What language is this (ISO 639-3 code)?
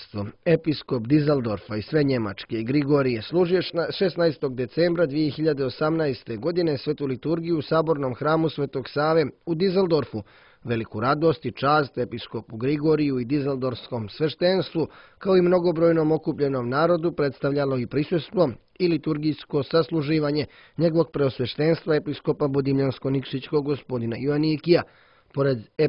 srp